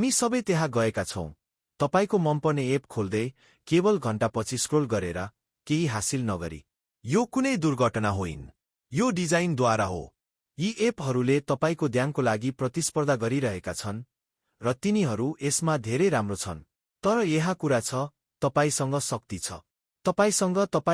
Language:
Nepali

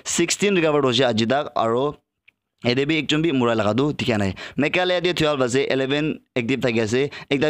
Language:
Naga Pidgin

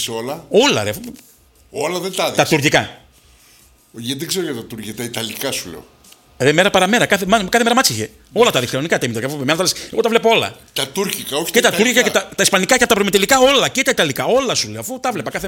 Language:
Greek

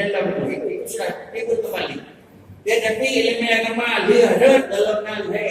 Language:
Achinese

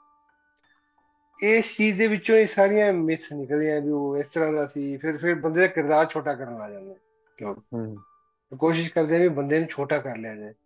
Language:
Punjabi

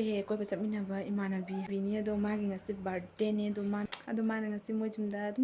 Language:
Manipuri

